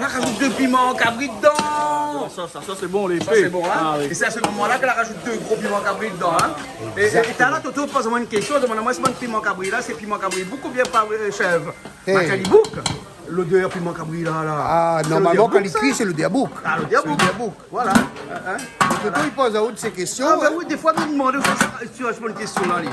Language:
Réunion Creole French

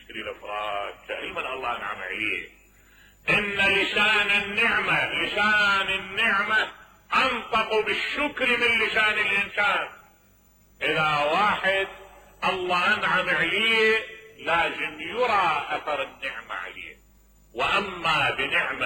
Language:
Mesopotamian Arabic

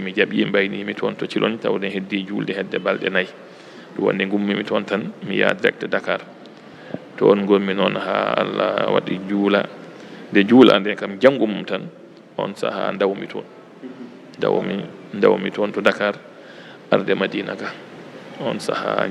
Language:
Fula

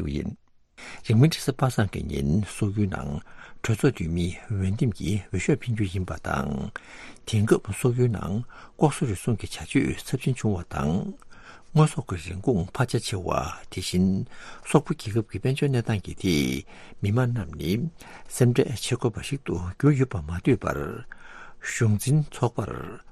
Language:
Tibetan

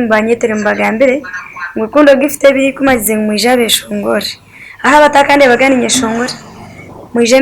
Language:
Nyankole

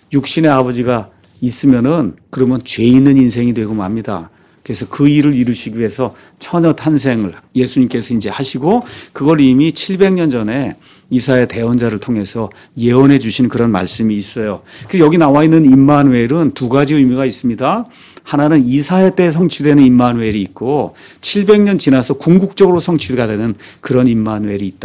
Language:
Korean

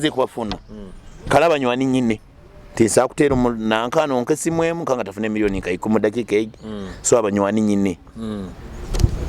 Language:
Nyoro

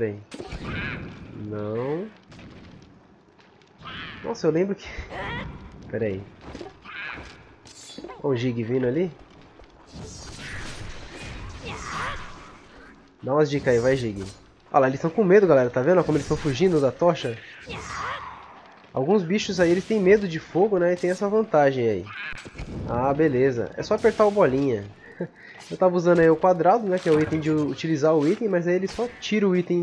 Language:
Portuguese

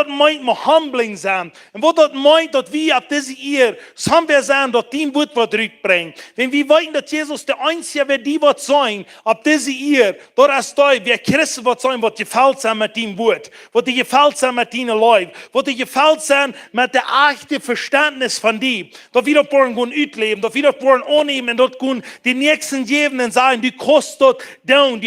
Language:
Plautdietsch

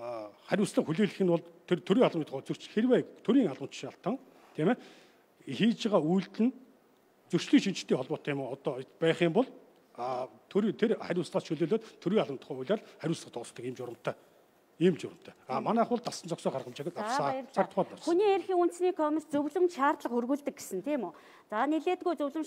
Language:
Mongolian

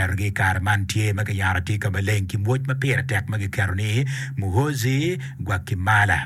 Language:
Acoli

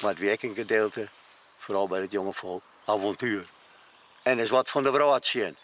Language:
Western Frisian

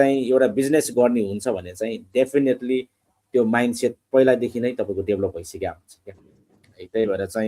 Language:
Nepali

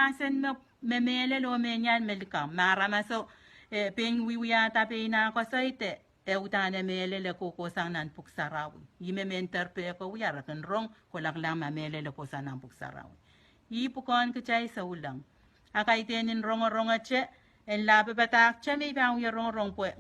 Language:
Pohnpeian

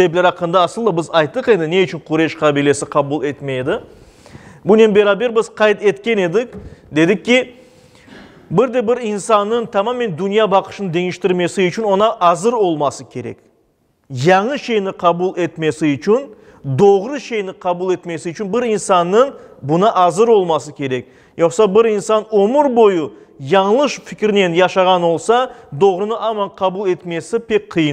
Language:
Crimean Tatar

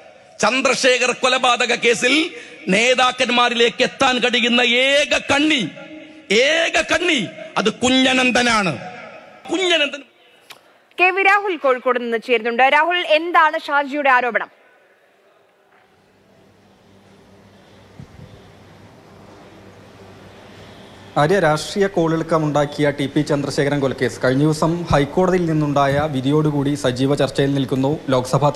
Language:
Malayalam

